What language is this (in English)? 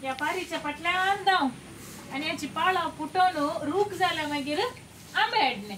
Konkani